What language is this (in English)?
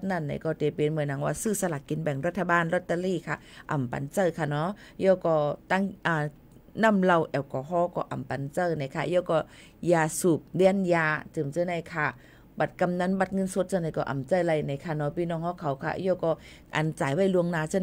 Shan